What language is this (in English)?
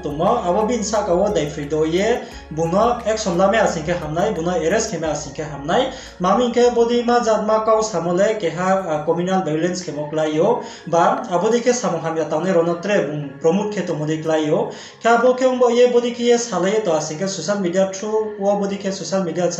Riang (India)